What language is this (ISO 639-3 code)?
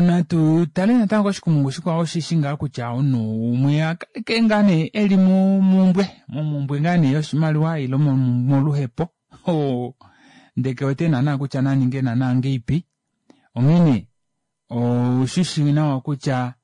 kua